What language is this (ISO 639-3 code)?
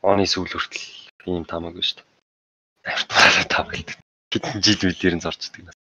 mon